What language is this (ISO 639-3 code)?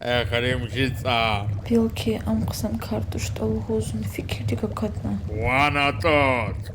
lez